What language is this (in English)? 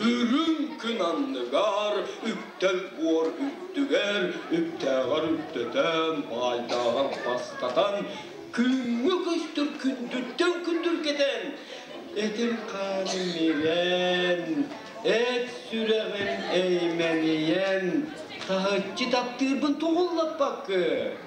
Yakut